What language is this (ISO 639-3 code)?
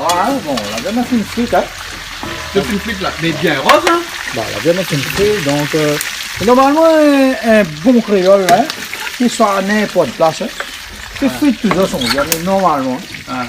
rcf